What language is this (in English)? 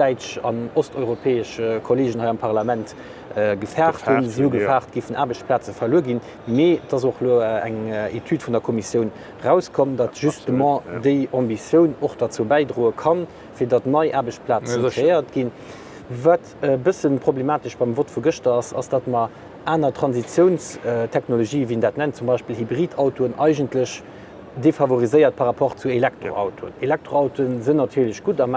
Luxembourgish